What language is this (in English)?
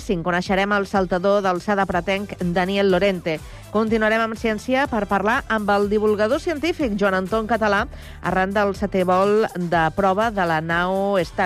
Catalan